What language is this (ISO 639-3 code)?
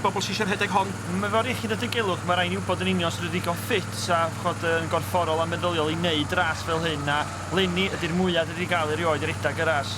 cym